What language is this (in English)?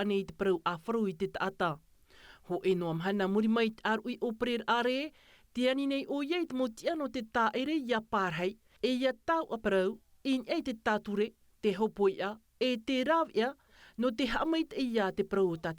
Tahitian